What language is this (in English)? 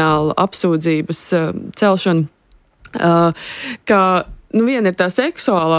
Latvian